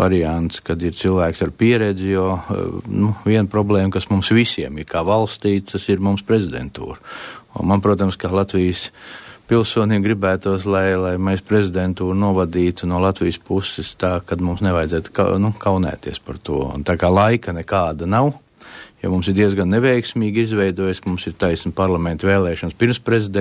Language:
Latvian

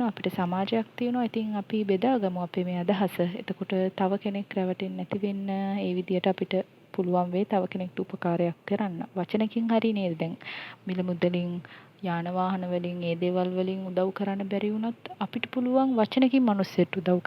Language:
Sinhala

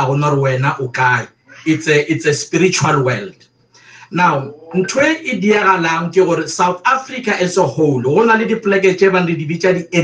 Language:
Northern Sotho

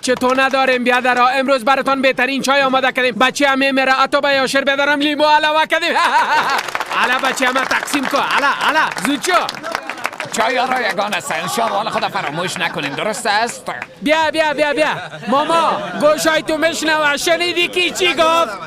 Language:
Persian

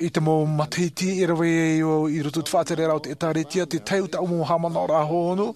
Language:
Tahitian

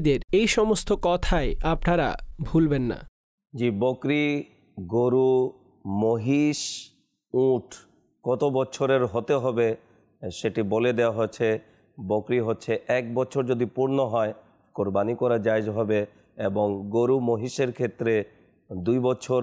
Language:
Bangla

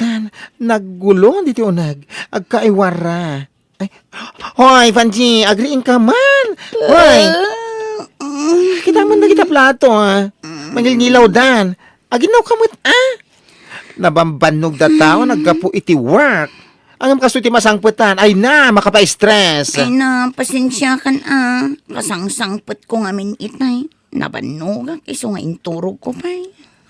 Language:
Iloko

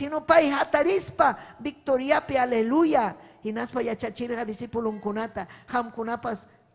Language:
Ayacucho Quechua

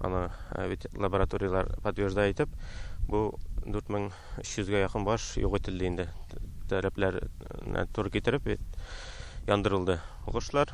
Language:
Tatar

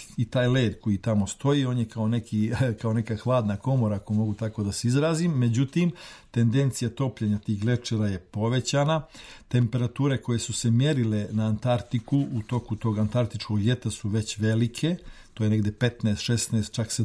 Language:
Serbian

